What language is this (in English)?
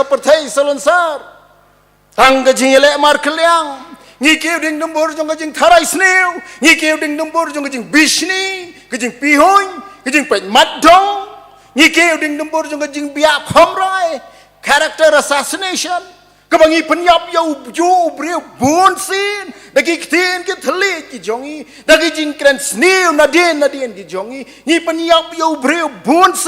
Khasi